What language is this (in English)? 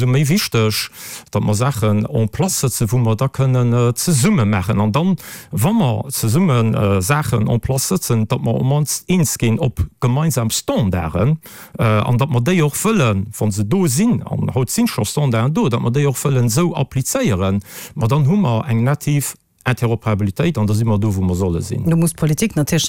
Luxembourgish